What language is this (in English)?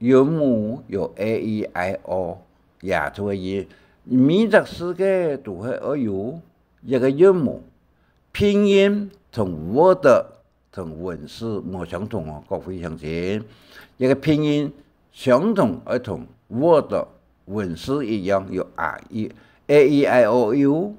Hakka Chinese